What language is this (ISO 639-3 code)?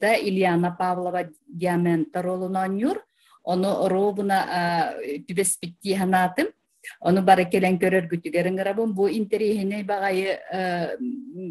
sah